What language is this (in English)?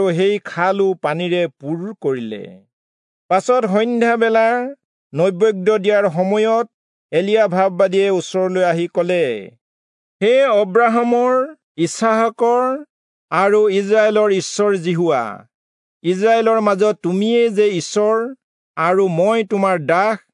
Assamese